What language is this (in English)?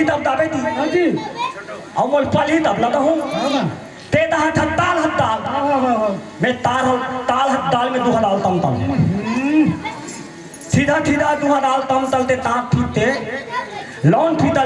Chhattisgarhi